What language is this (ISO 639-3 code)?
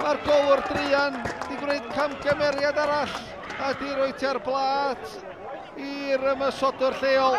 cym